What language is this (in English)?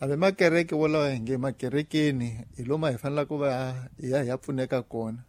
Tsonga